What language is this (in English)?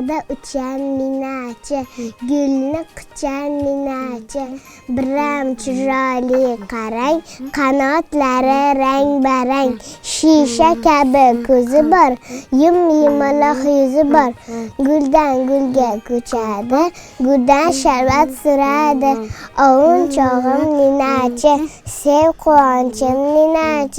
Uzbek